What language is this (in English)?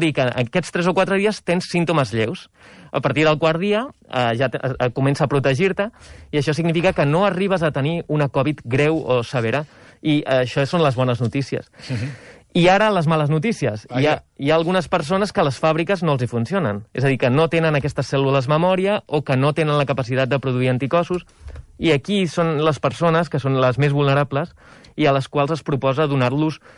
Catalan